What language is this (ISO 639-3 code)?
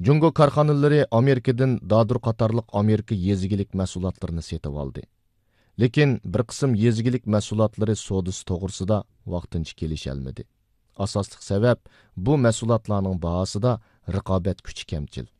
uig